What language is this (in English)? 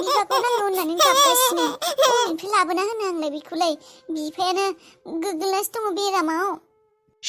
Bodo